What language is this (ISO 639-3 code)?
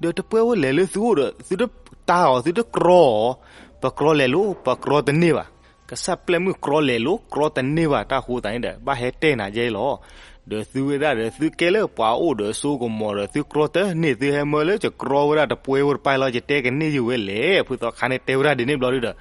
ksw